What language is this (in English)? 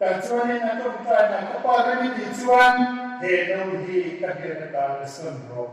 Mizo